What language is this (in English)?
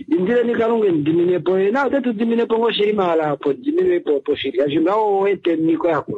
Kuanyama